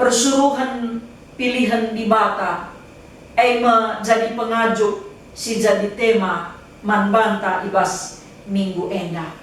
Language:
Batak Karo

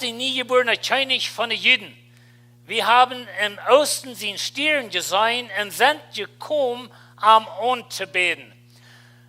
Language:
Plautdietsch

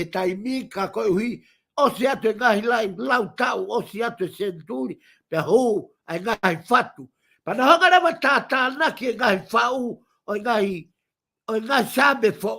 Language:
Tongan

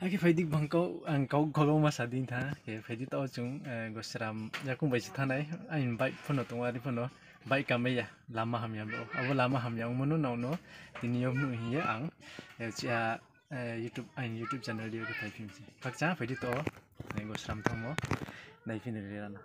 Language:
Riang (India)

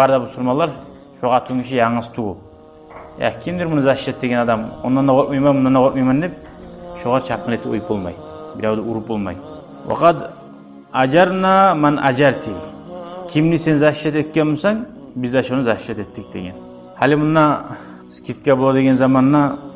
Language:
Kumyk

